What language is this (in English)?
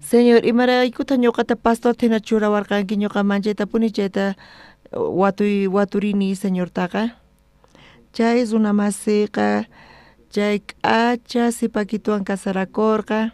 South Bolivian Quechua